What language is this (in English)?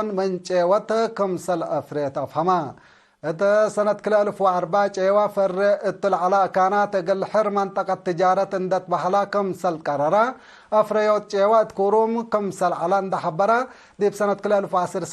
Tigre